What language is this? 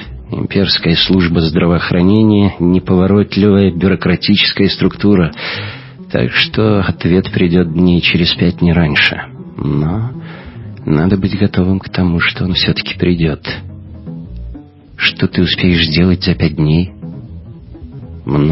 Russian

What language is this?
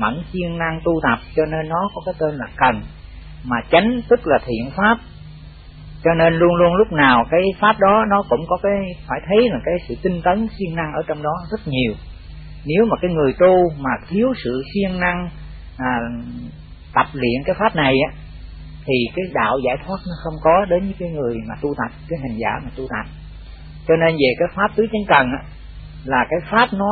Vietnamese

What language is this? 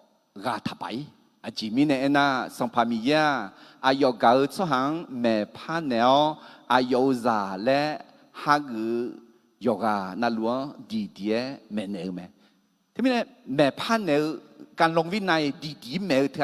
Akha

